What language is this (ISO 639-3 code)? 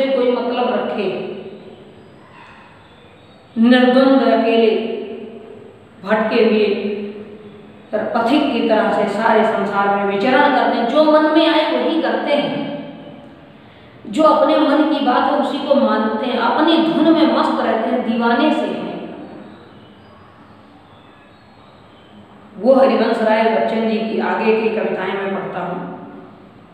hin